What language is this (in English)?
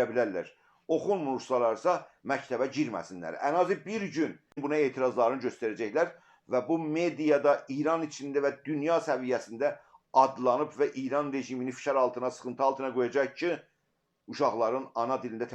South Azerbaijani